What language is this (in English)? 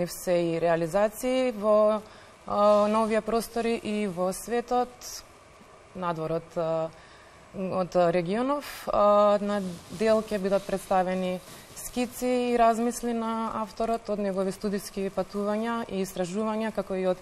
Macedonian